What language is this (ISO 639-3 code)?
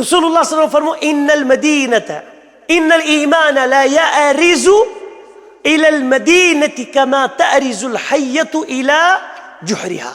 kas